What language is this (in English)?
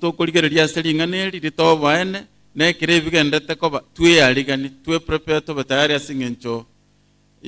Gusii